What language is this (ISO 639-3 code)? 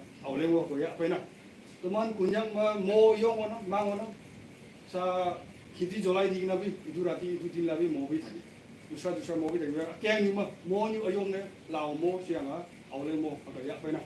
nag